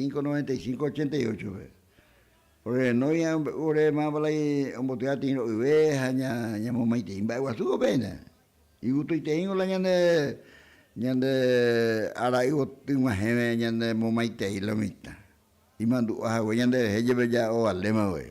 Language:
Guarani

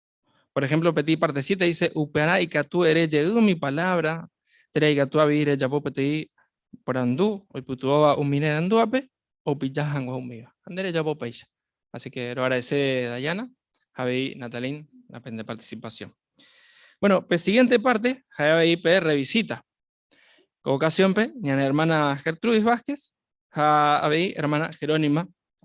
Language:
Guarani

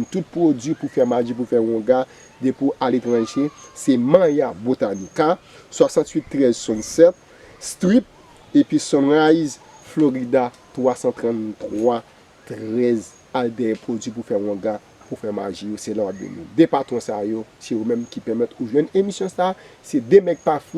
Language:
Haitian Creole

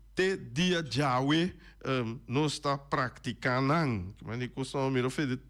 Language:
Papiamento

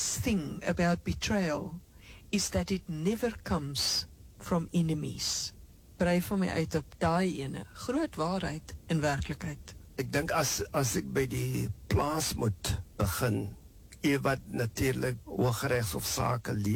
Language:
Afrikaans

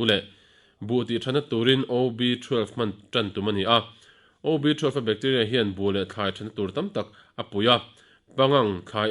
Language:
Mizo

